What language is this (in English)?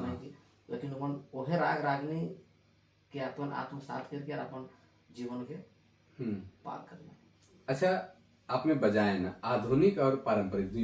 Sadri